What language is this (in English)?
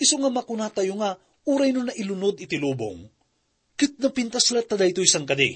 Iloko